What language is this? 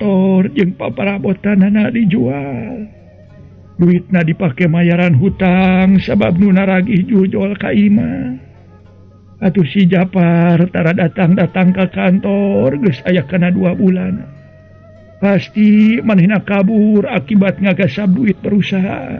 Sundanese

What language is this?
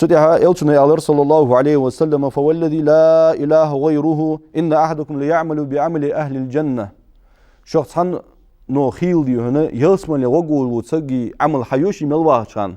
Ingush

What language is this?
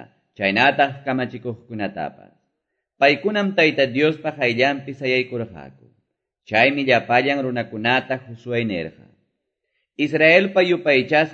Quechua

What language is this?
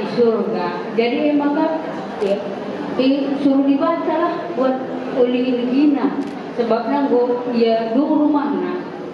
Batak Karo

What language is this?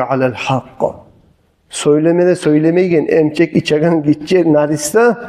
Kumyk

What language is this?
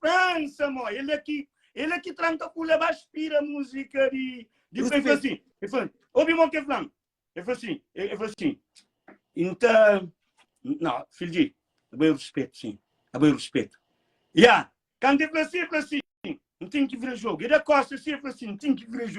Kabuverdianu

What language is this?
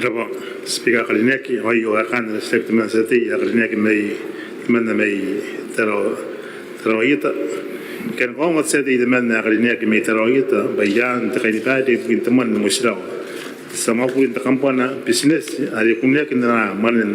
Gilbertese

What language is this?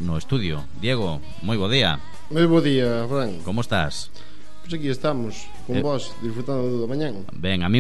Galician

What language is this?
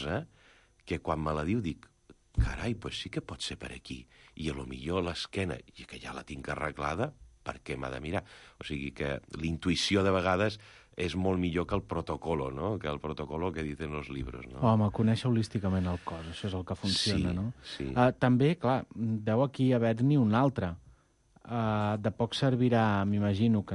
Catalan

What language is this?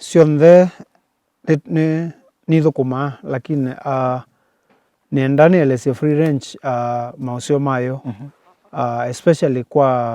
Kamba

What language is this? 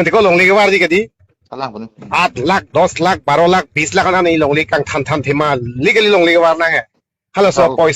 Karbi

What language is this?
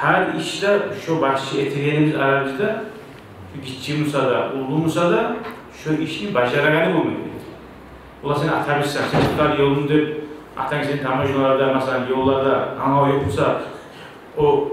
Kumyk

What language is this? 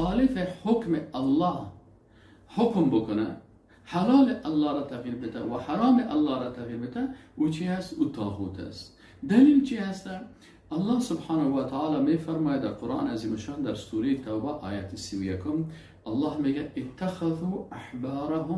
Persian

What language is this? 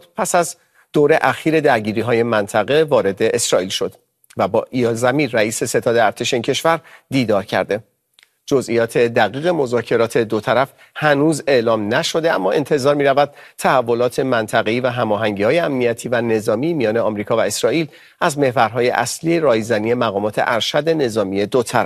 Persian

